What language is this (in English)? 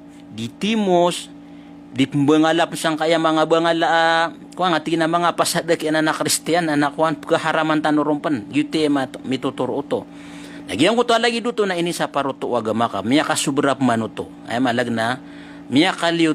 Maranao